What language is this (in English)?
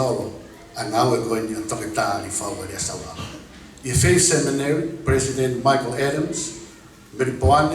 Tongan